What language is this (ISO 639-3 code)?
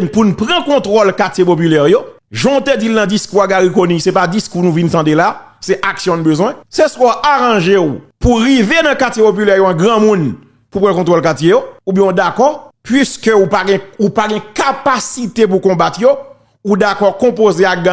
hat